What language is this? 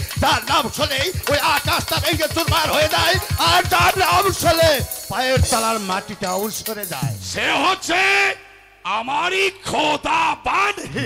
Bangla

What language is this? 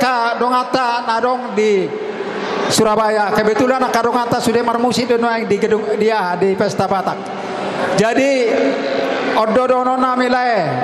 Batak Toba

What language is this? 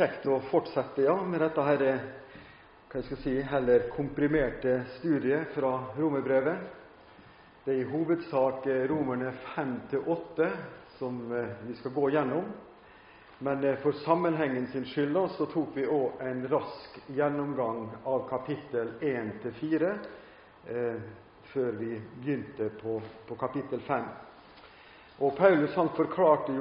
Norwegian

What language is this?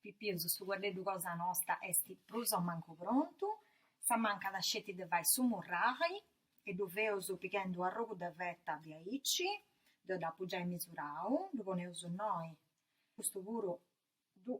Sardinian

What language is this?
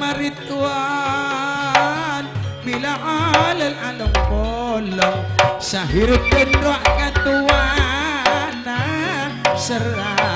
Madurese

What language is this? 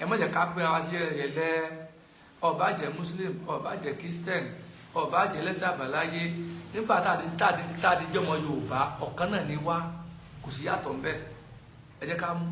Yoruba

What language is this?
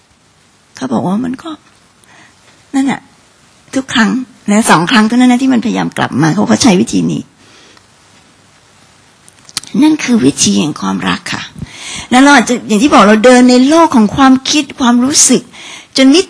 Thai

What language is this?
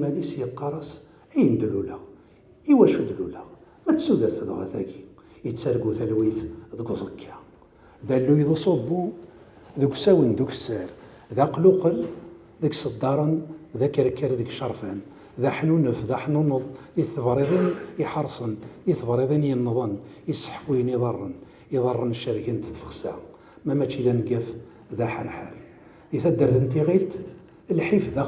Kabyle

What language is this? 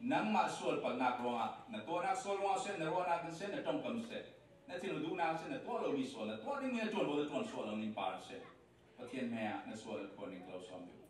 Falam Chin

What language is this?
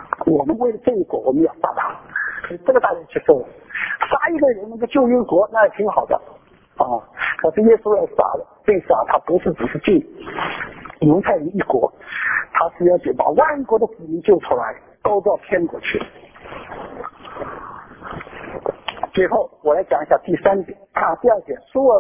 Chinese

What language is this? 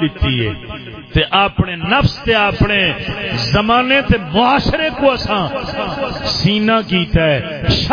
Saraiki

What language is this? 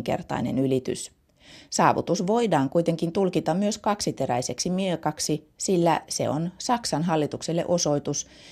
Finnish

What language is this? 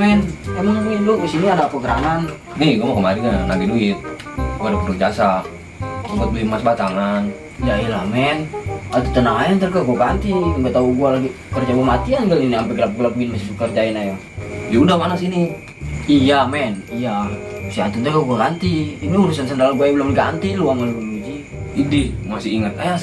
Betawi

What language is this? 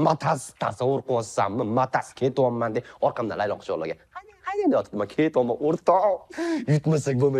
Uzbek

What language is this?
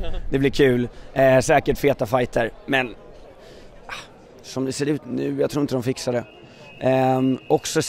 Swedish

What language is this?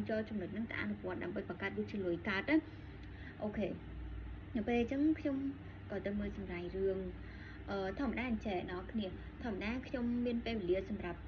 Khmer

